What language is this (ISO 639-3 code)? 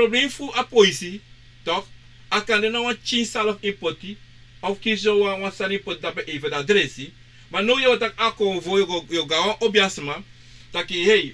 srn